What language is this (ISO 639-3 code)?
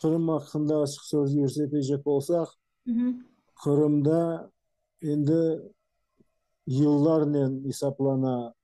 crh